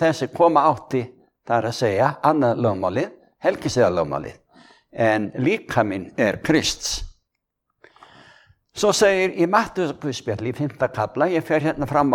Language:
Icelandic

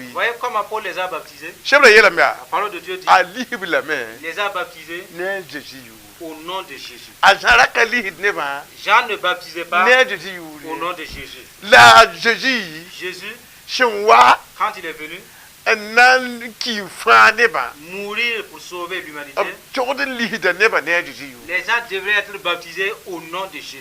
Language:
Mossi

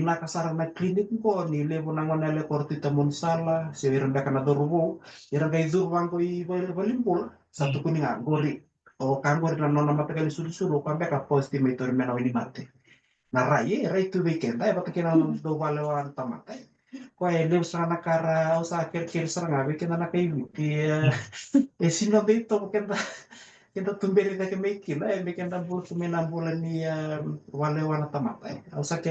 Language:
Fijian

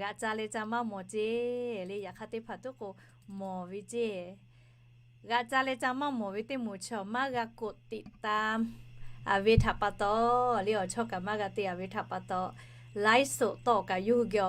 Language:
Lahu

